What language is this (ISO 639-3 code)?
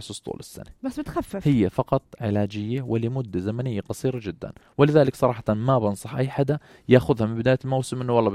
apc